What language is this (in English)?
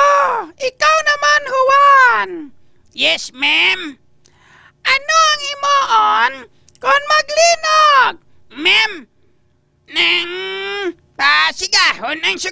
Hiligaynon